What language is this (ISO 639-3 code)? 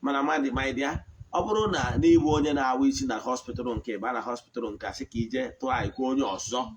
ibo